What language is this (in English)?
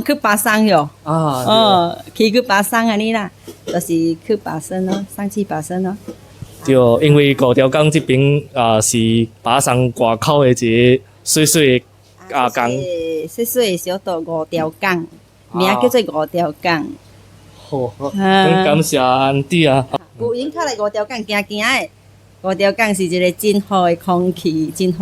Min Nan Chinese